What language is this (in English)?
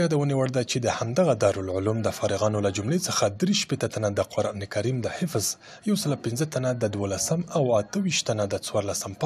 Pashto